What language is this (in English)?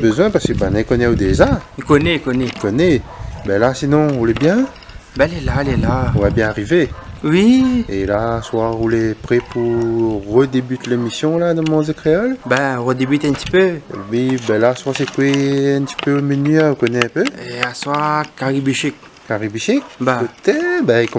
Réunion Creole French